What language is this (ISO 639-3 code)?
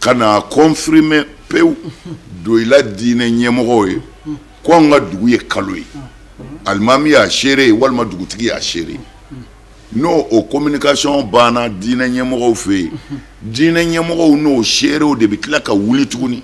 bam